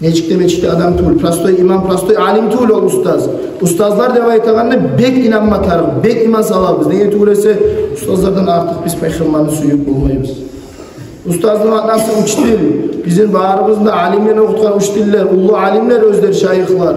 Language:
Kumyk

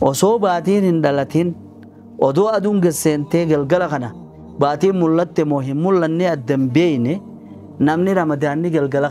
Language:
Oromo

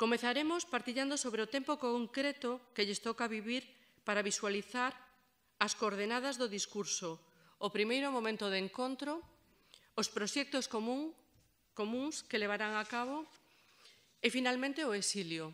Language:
Galician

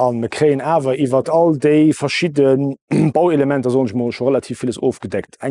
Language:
Luxembourgish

